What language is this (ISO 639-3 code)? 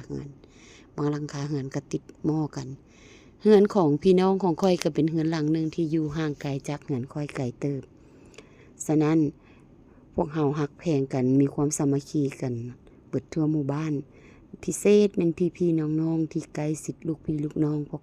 lao